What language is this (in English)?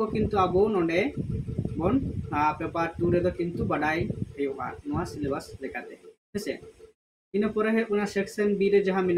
Santali